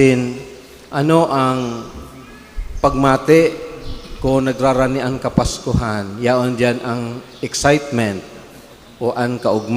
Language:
Bikol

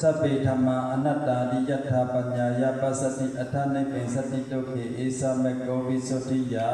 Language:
Shan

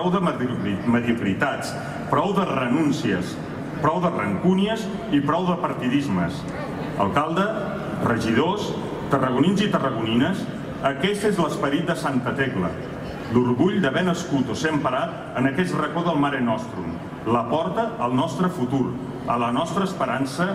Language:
Catalan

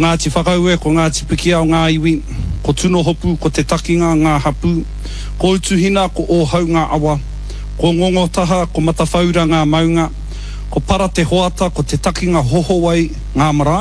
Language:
Māori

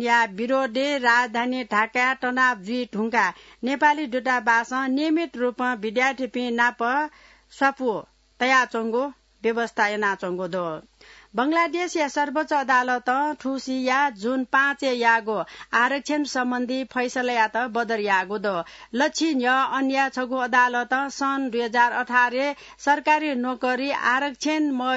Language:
Newari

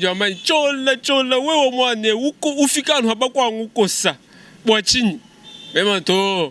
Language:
Luba-Lulua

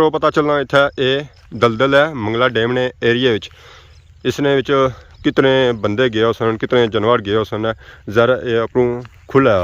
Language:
Pahari-Potwari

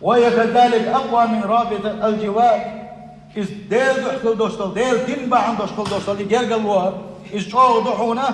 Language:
Chechen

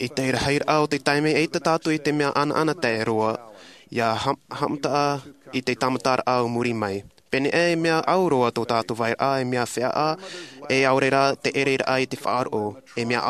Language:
Tahitian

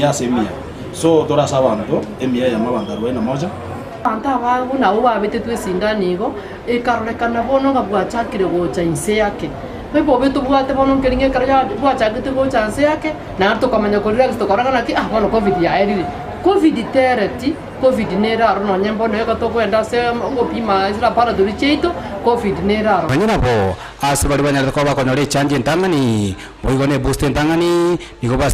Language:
Gusii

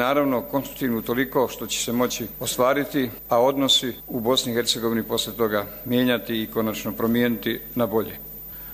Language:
Croatian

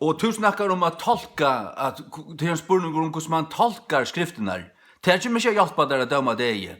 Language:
Faroese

